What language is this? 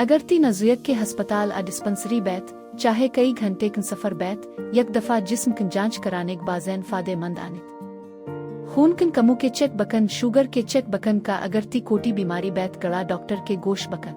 Baluchi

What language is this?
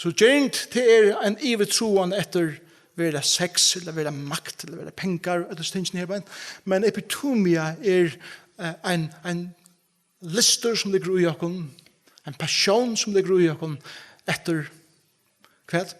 Faroese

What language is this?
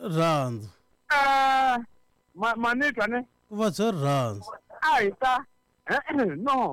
Tsonga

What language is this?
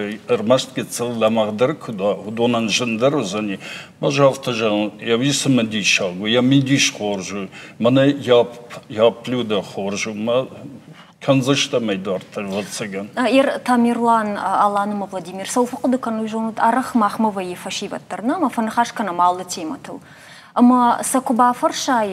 Ossetic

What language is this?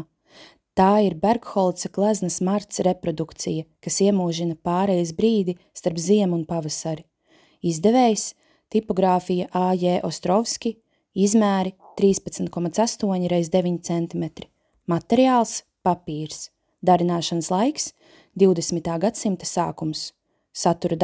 Latvian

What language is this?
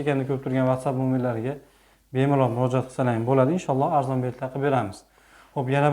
Uzbek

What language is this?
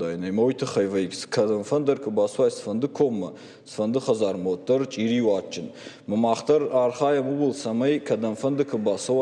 Ossetic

